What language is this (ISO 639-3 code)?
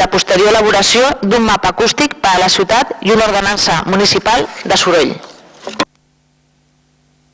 cat